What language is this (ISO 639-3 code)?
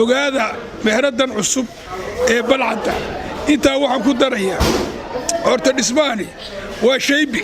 som